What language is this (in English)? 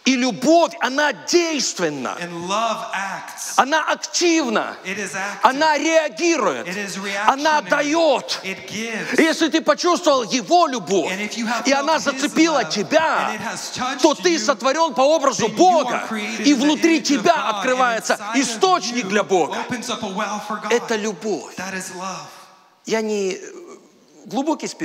Russian